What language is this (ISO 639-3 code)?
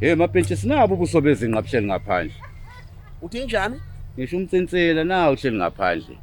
zul